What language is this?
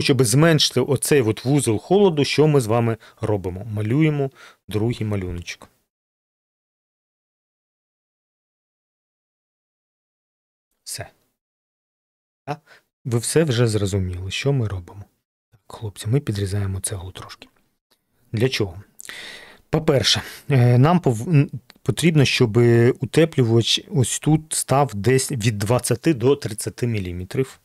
Ukrainian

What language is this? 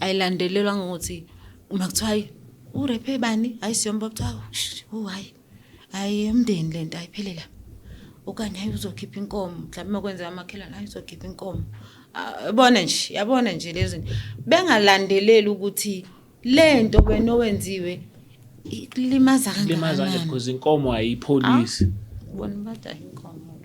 Zulu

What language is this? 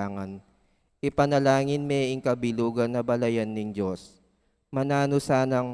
Pampanga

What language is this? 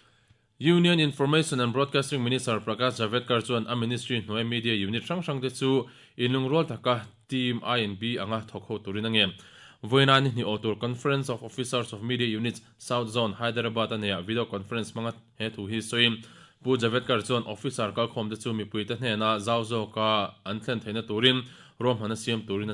Mizo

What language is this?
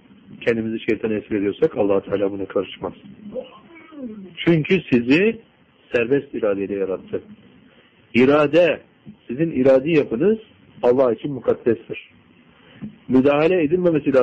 Turkish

